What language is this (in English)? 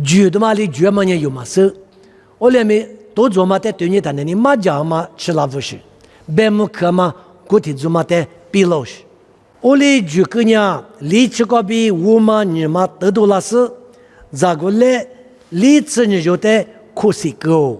Lisu